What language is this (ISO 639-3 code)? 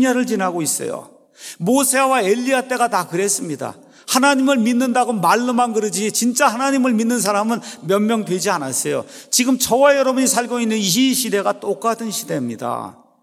kor